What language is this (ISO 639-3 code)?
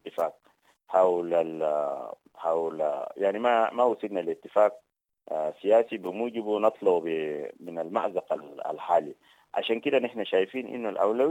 apd